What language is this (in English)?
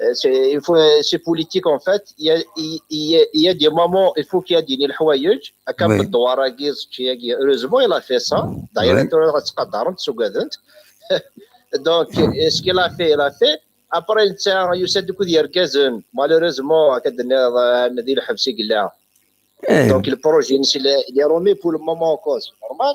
Kabyle